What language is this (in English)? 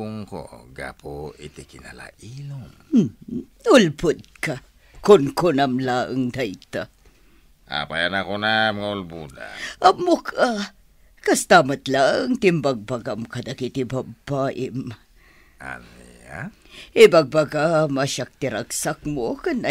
Iloko